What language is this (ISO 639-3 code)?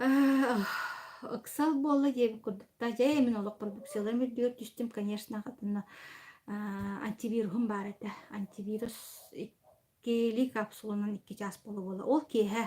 sah